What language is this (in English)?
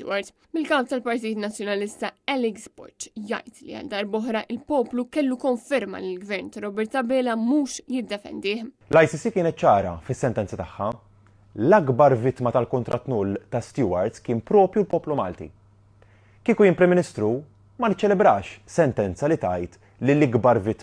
Maltese